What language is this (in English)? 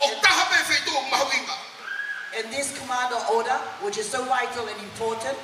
Tongan